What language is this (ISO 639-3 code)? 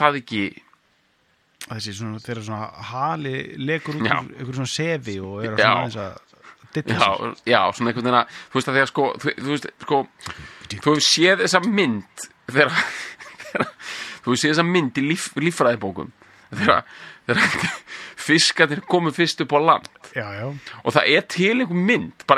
isl